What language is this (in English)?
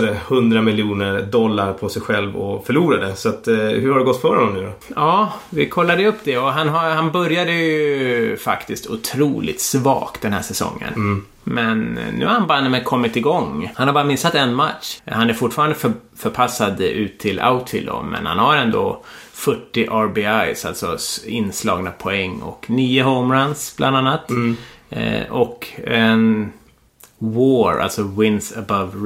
Swedish